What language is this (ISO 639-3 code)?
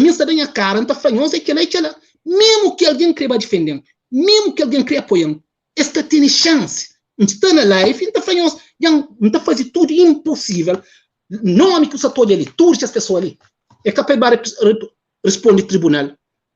kea